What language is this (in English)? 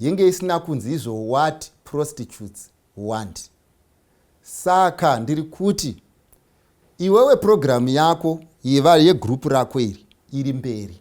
Shona